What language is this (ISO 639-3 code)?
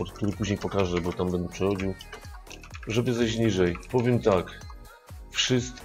pol